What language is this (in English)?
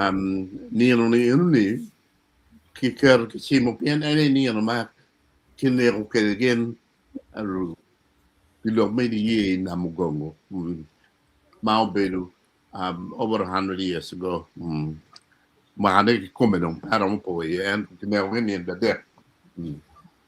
Acoli